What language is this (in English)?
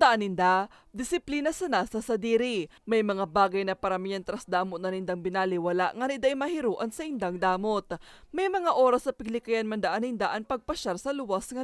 Bikol